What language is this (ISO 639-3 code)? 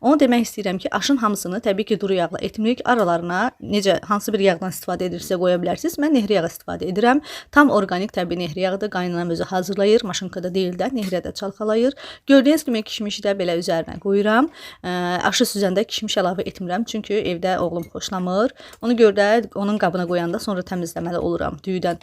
aze